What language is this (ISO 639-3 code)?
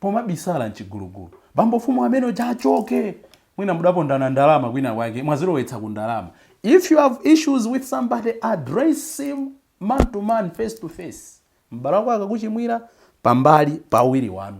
nya